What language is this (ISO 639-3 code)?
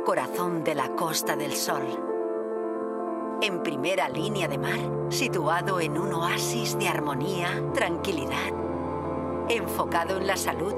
spa